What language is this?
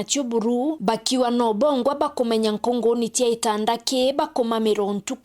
Meru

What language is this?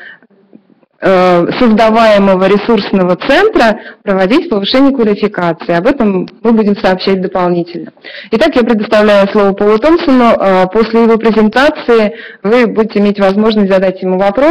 Russian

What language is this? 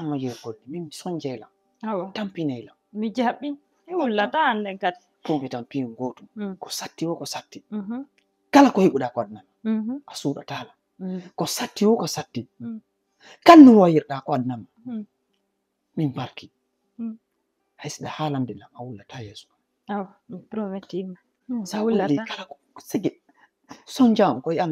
Fula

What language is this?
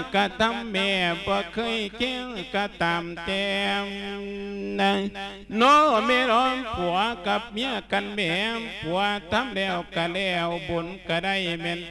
Lao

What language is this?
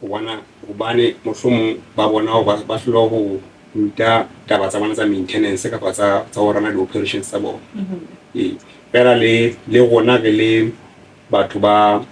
Southern Sotho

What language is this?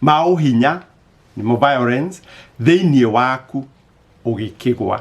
Kikuyu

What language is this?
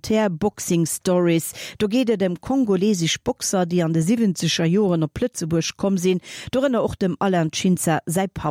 Luxembourgish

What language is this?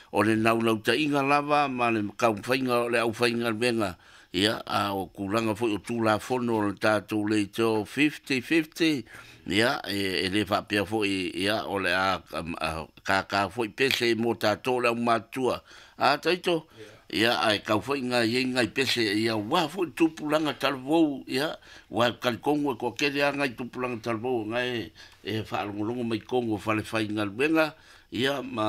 Samoan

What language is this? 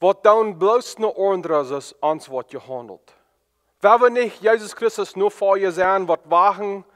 Plautdietsch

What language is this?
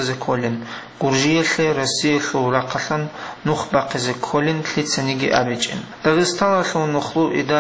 Avaric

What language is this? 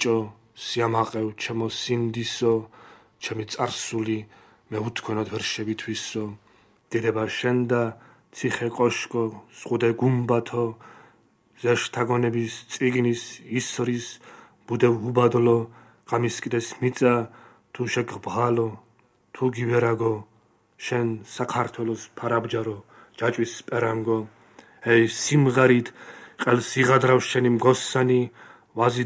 Georgian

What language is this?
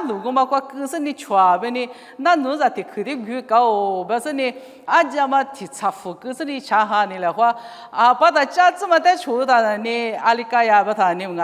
Lisu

